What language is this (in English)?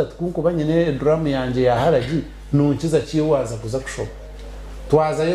Nyankole